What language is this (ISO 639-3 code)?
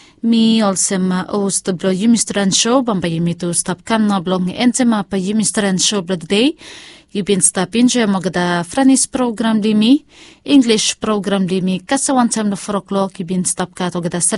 bis